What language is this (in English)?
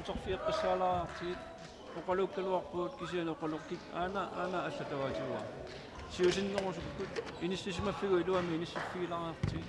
Kalaallisut